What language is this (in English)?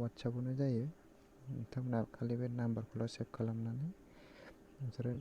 Bodo